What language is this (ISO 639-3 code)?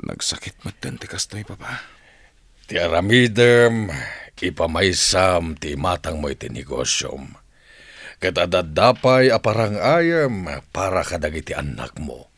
ilo